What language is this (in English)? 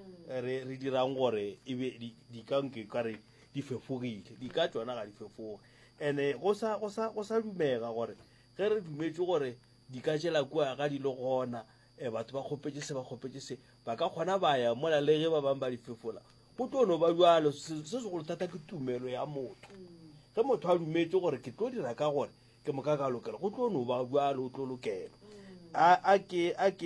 Northern Sotho